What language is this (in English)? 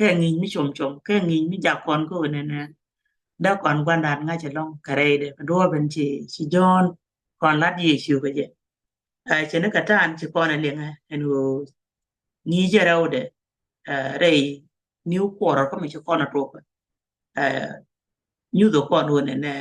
Nuer